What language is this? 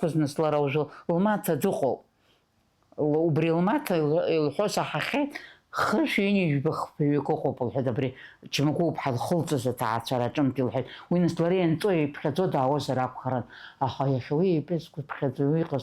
Abkhazian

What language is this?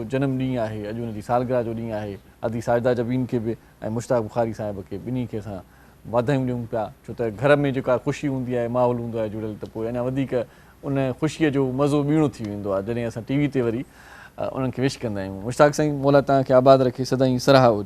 Sindhi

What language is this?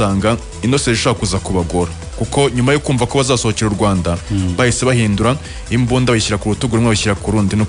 Kinyarwanda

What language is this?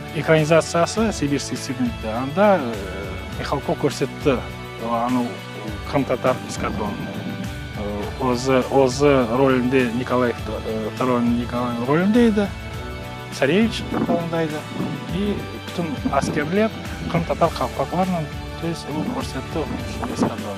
Crimean Tatar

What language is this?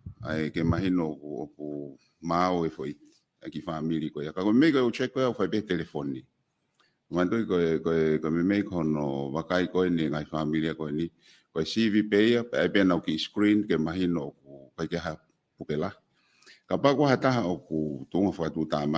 Tongan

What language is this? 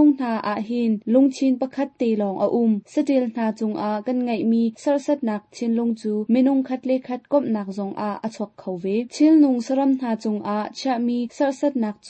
Hakha Chin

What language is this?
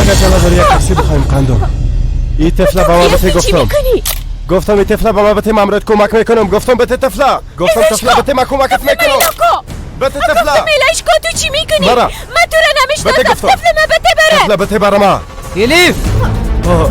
Persian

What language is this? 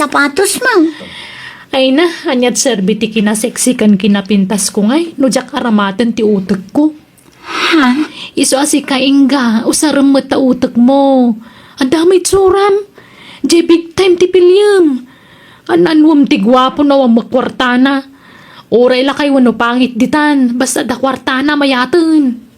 Iloko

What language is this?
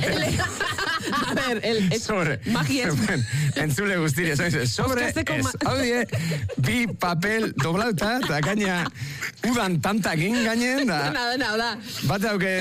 Basque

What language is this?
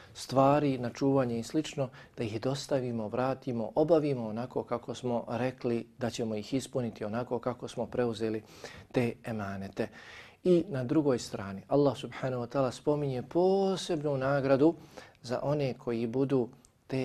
Bosnian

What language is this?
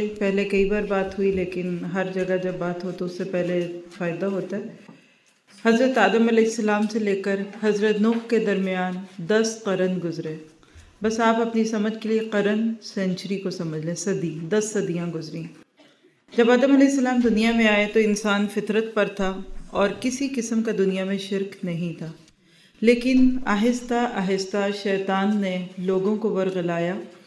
Urdu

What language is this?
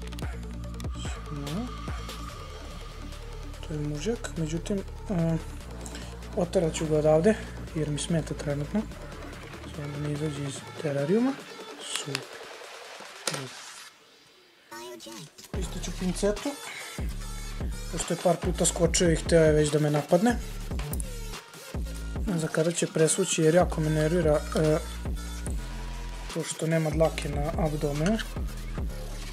Serbian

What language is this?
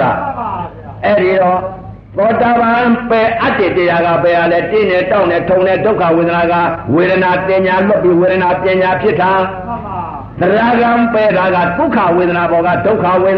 Burmese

